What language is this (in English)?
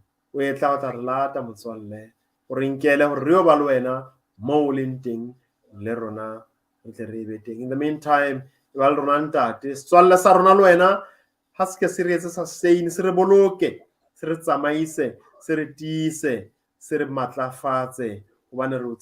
Southern Sotho